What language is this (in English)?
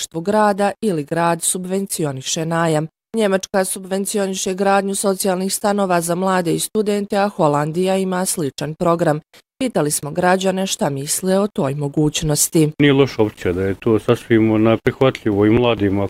Bosnian